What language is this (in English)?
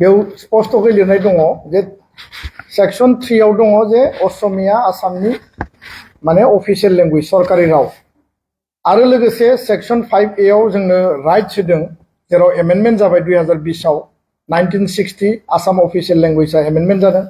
Bodo